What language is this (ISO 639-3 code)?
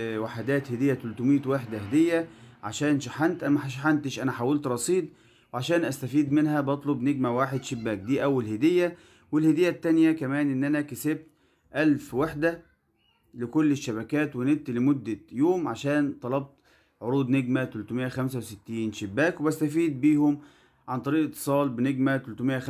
arz